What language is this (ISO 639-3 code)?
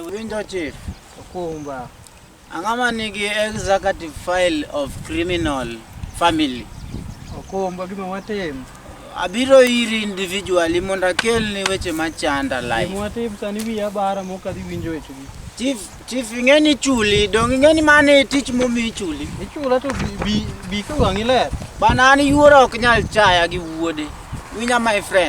luo